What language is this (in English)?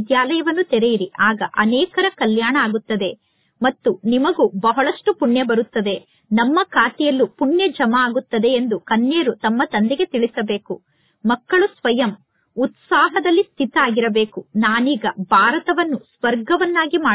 Kannada